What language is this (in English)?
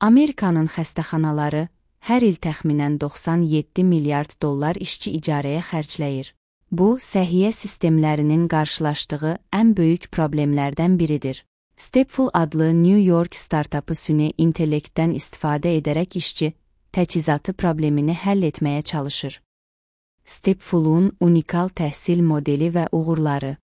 Azerbaijani